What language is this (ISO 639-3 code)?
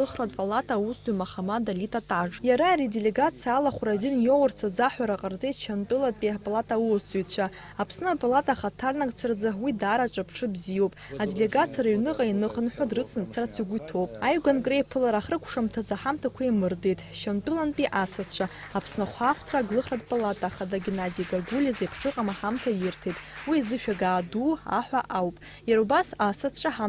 abk